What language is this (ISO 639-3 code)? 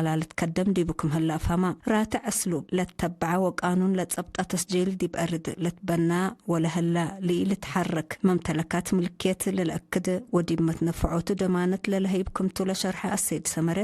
tig